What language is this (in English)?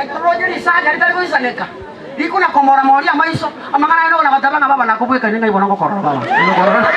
Gusii